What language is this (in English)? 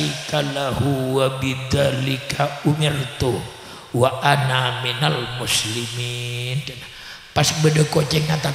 Madurese